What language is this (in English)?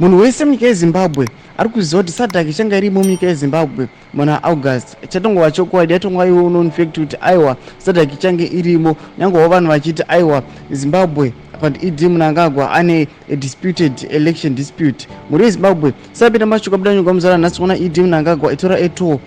Shona